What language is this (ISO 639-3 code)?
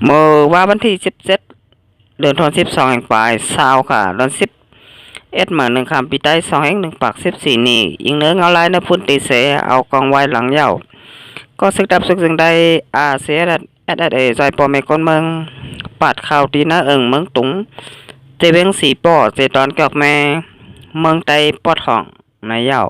shn